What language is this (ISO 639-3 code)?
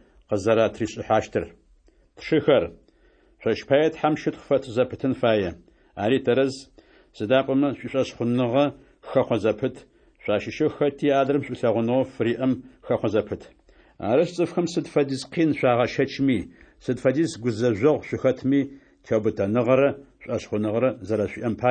ady